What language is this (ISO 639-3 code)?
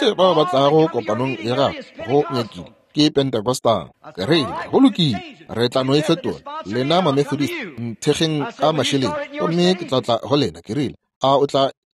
nso